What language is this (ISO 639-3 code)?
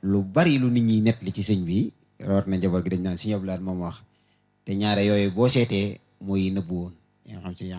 wol